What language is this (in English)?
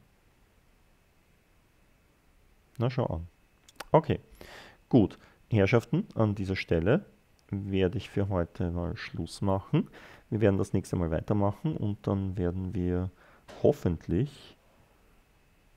German